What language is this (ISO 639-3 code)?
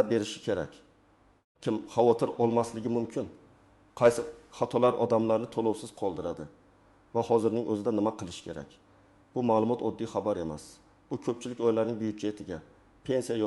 uzb